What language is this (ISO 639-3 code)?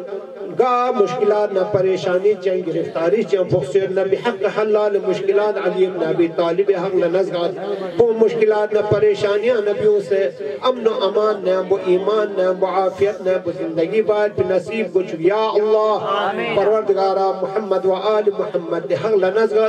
urd